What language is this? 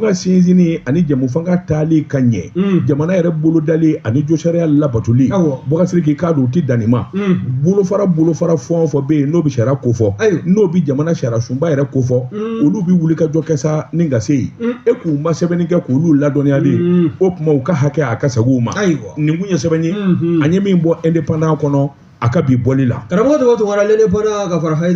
Bambara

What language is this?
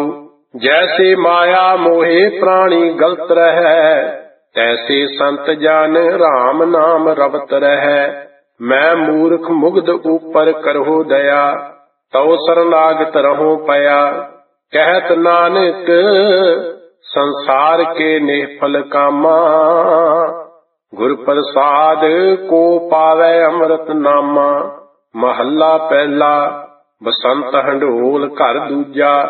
Punjabi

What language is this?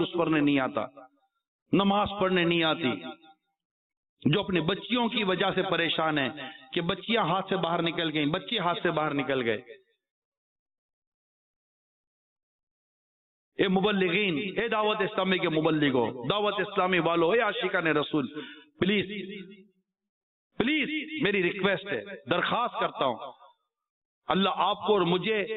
Urdu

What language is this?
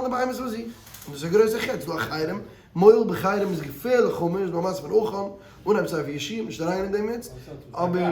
Yiddish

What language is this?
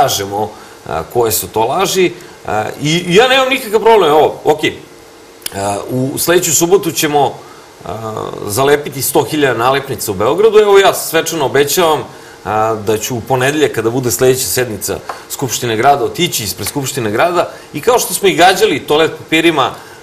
Serbian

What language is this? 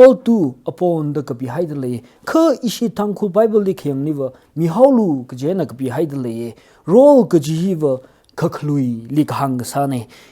Tangkhul Naga (India)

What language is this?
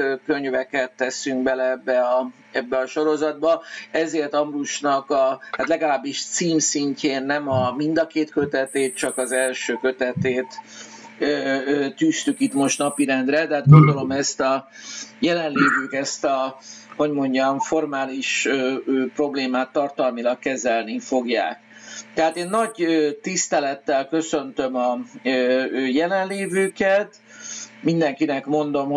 Hungarian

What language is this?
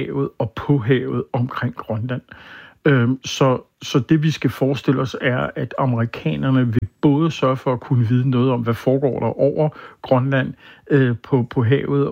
Danish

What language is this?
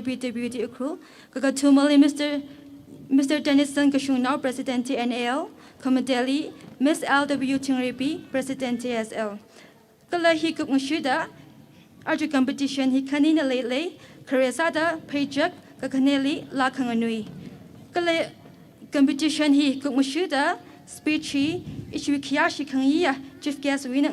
Tangkhul Naga (India)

